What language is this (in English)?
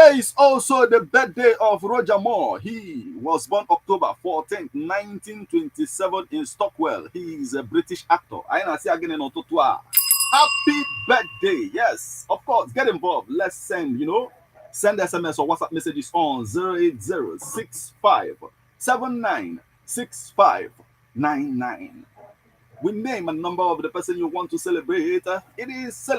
Igbo